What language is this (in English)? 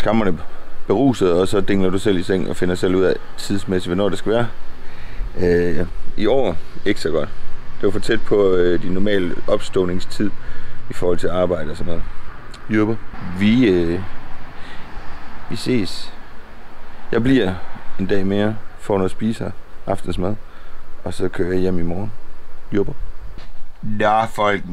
Danish